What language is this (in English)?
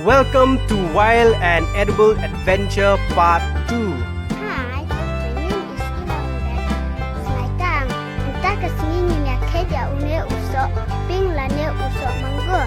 Khasi